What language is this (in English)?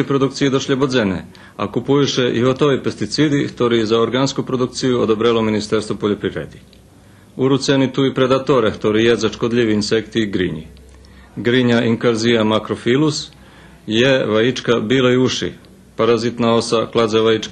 Rusyn